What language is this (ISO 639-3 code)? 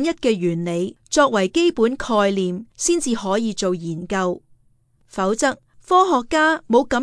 yue